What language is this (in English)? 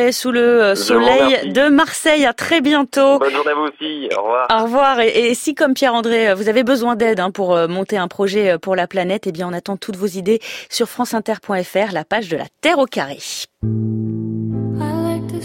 French